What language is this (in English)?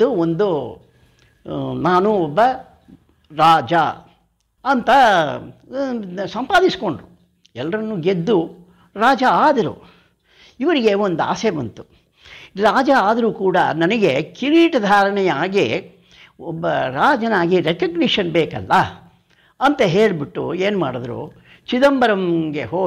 Kannada